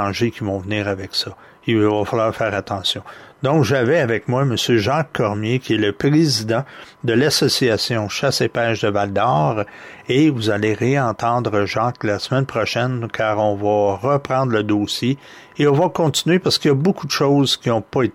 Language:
French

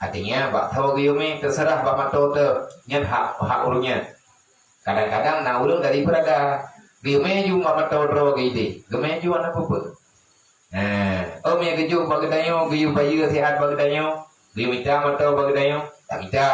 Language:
Achinese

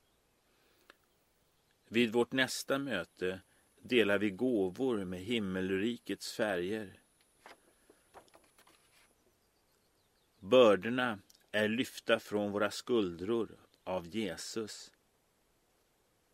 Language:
Swedish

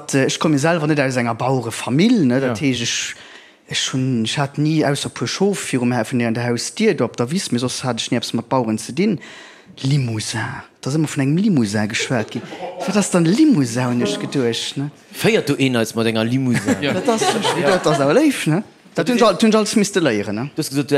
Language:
Luxembourgish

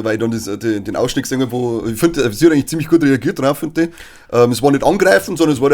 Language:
Bavarian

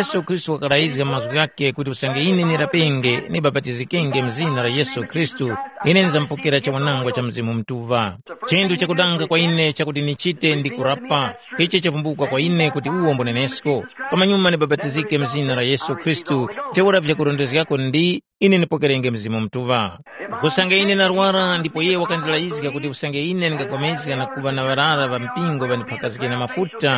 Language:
Tumbuka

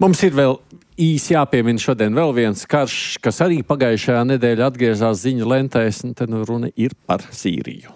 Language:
Latvian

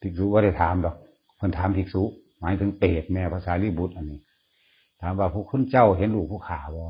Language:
Northeastern Thai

